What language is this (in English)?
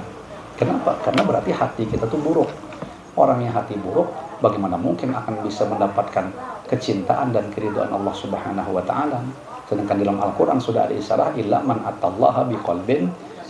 Banjar